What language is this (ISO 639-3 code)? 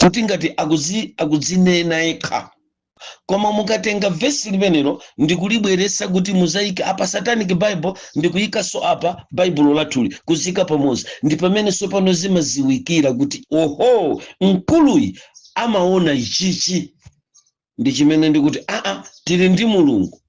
nya